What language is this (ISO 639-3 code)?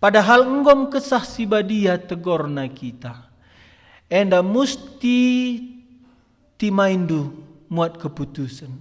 btx